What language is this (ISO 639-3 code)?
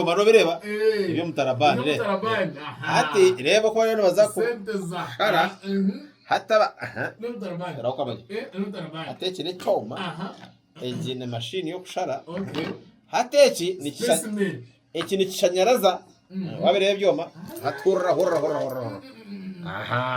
nyn